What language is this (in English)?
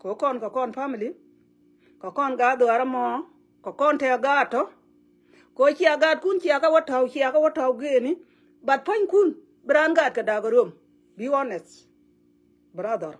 Nuer